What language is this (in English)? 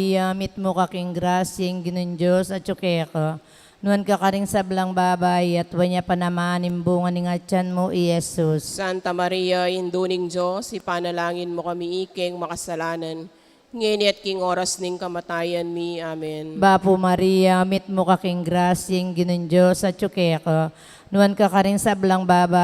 Pampanga